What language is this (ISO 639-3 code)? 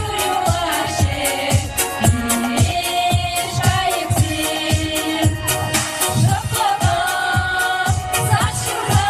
chv